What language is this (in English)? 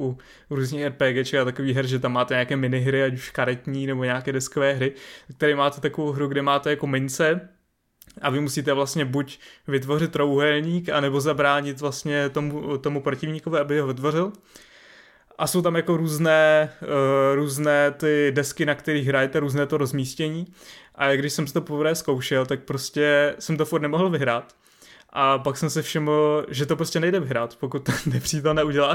Czech